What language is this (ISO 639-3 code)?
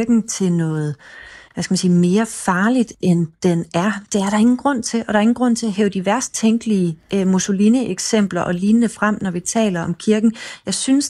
dan